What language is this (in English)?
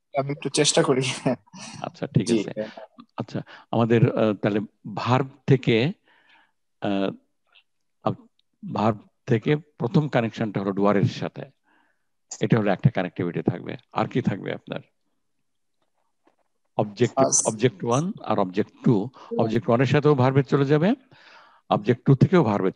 Bangla